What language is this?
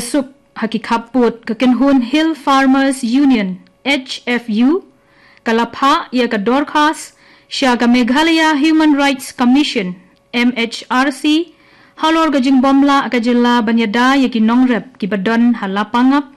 Khasi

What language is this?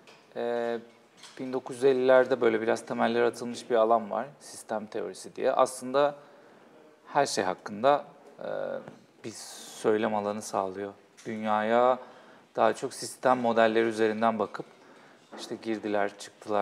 Turkish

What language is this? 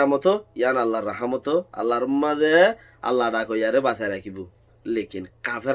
Rohingya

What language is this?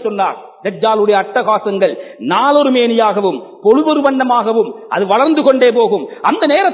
Tamil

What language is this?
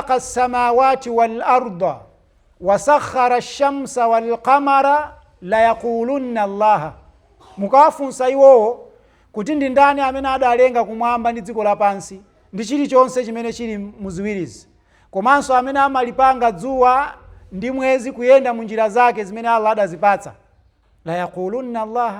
Nyanja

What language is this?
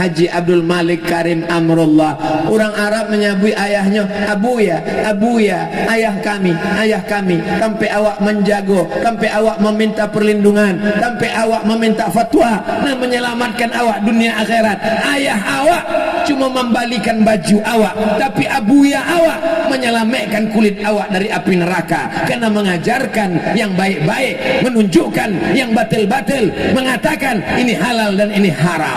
Minangkabau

